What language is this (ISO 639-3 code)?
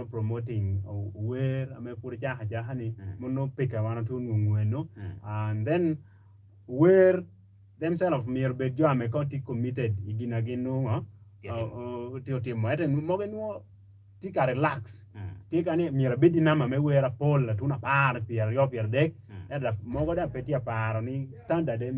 ach